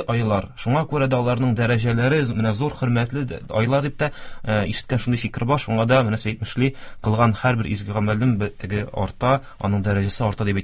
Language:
Tatar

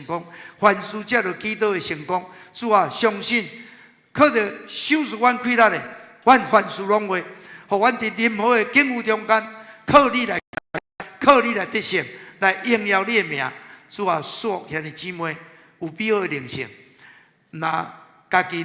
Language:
Min Nan Chinese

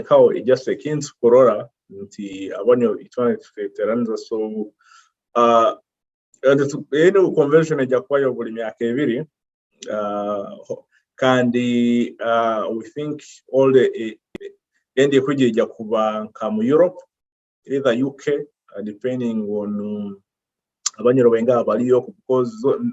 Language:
Nyoro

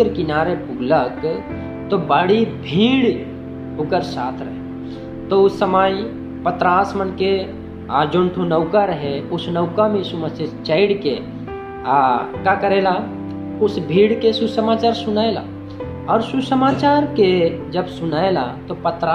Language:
Sadri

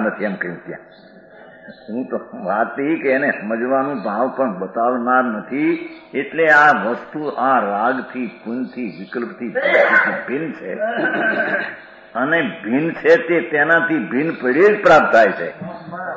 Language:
Gujarati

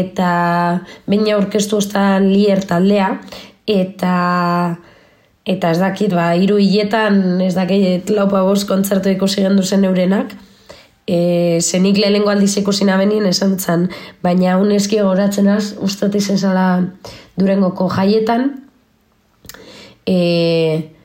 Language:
Basque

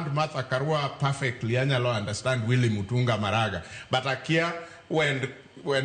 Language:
Luo (Kenya and Tanzania)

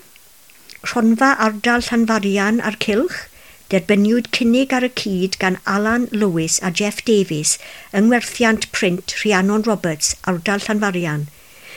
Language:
Welsh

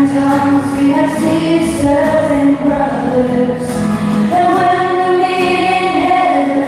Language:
Tangkhul Naga (India)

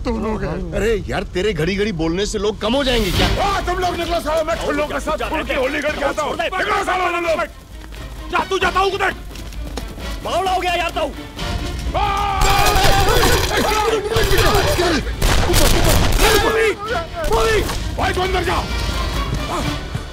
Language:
Hindi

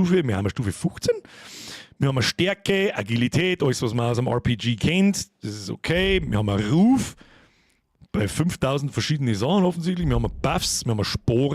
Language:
Bavarian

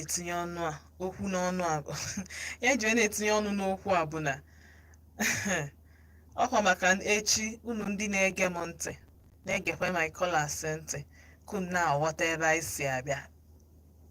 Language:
Igbo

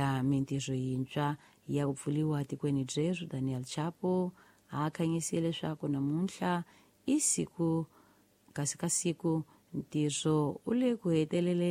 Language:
Tsonga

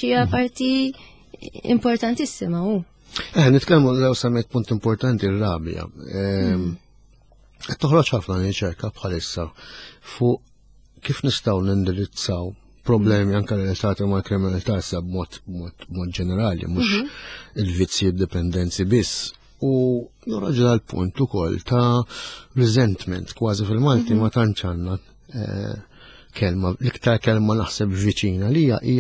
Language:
Maltese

